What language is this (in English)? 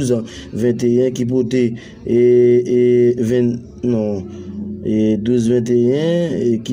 Haitian Creole